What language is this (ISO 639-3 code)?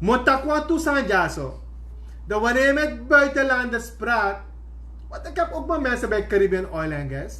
srn